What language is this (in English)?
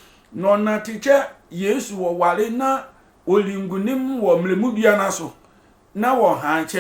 Sehwi